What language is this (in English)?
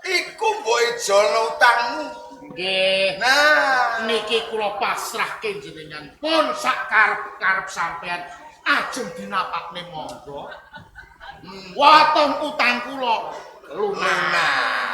Javanese